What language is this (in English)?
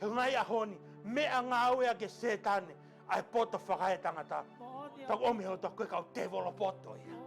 Tongan